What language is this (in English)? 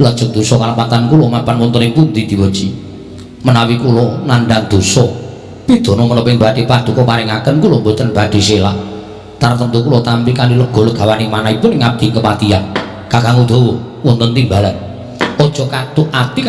Javanese